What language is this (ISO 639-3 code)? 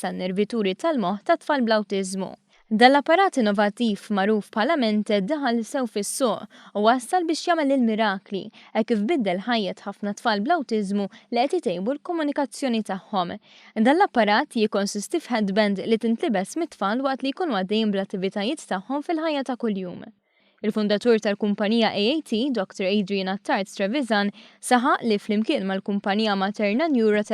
mlt